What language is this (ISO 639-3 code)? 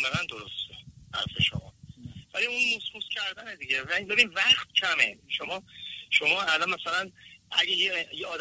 fas